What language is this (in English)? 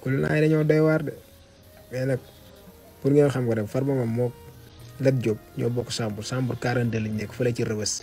Wolof